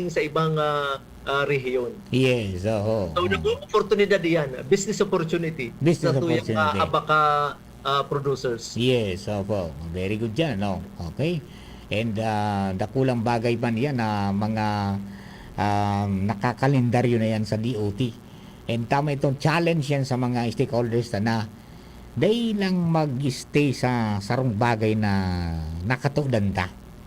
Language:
Bikol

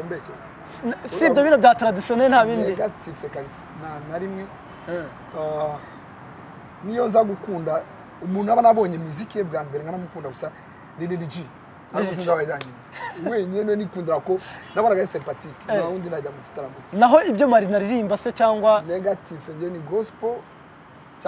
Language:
Kinyarwanda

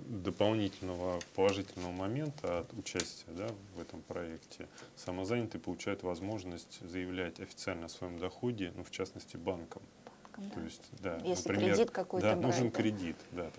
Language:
Russian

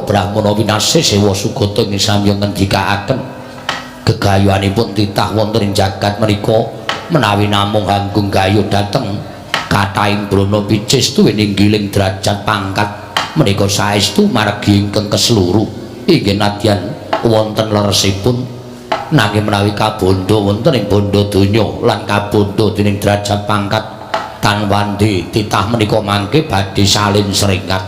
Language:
Javanese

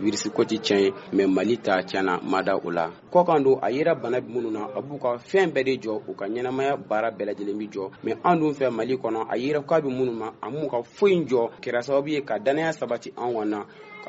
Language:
Bambara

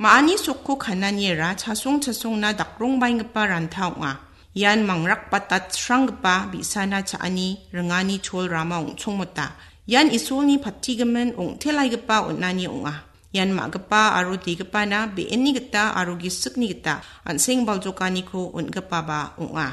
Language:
Garo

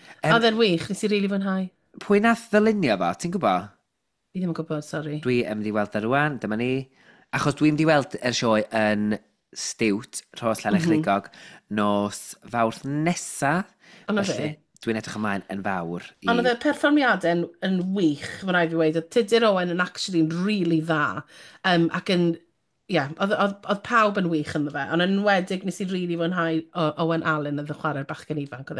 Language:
Welsh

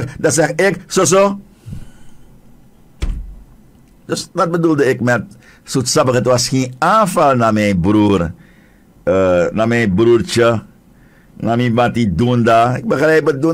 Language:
Dutch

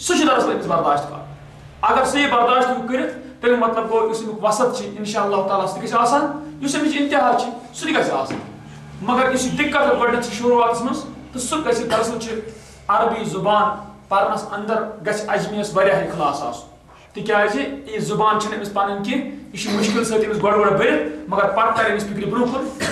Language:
Kashmiri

